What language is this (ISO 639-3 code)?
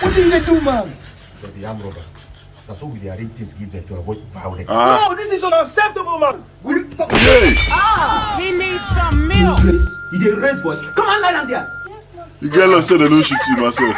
pcm